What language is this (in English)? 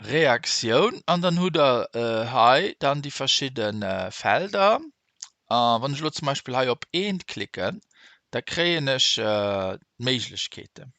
Luxembourgish